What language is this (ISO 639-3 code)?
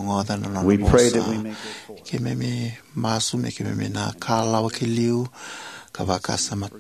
fij